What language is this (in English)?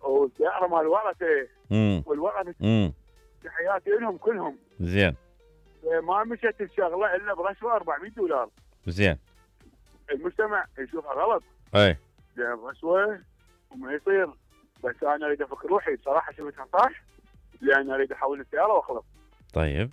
Mesopotamian Arabic